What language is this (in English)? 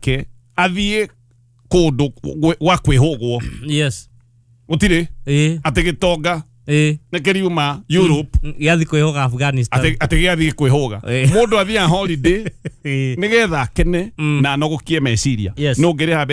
Kikuyu